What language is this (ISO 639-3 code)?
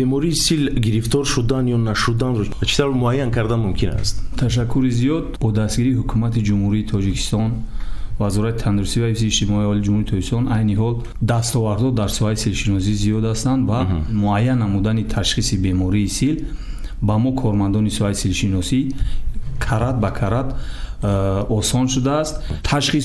tgk